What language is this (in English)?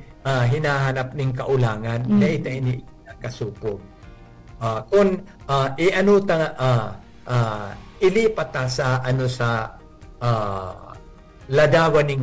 Bikol